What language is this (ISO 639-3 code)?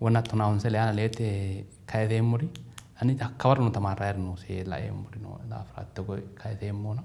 sid